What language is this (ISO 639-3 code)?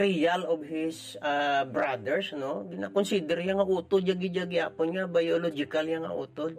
hil